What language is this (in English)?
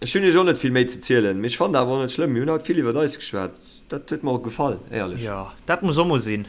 Luxembourgish